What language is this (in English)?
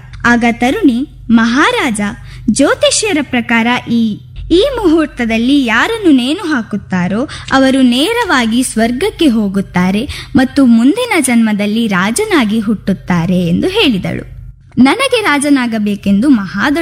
Kannada